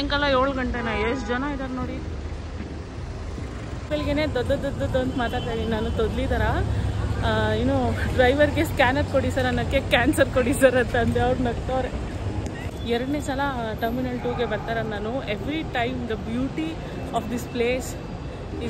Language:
Kannada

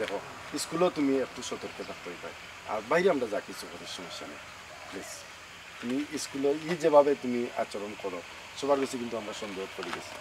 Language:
Sylheti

